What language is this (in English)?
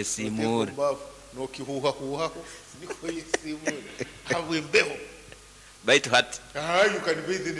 Nyankole